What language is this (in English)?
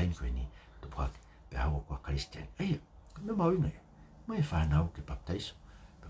Tongan